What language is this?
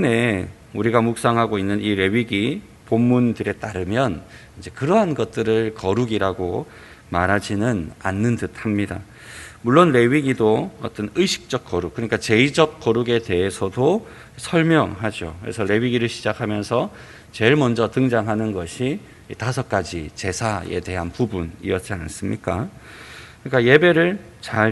Korean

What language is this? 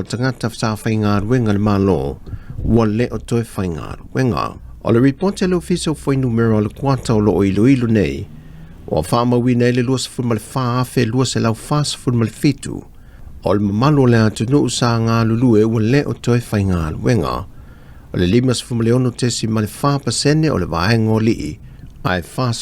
Samoan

